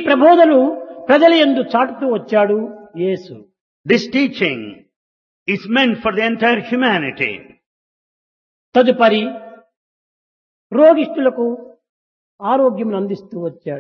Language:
Telugu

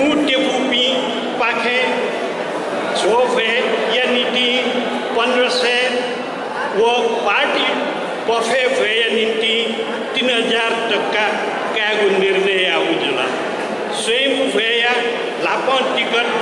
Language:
Newari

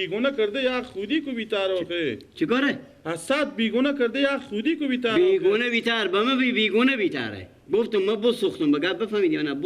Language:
Persian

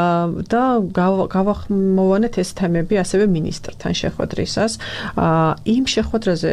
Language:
Georgian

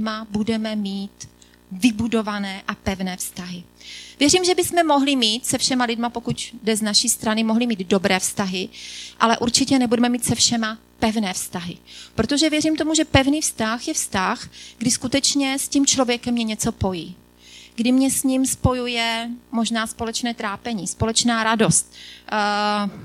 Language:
Czech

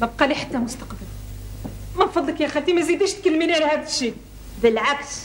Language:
Algerian Arabic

